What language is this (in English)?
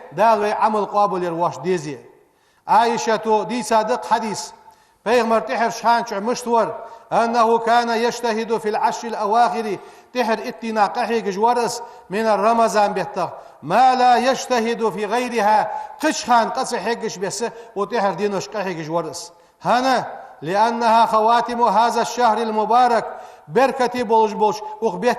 Ingush